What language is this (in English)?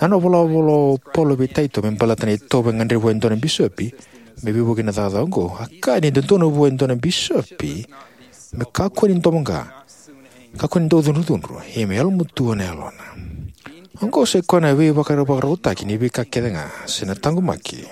Fijian